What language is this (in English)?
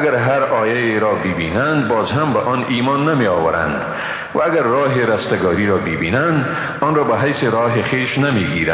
Persian